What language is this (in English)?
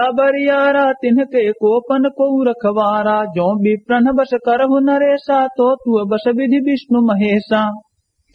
Awadhi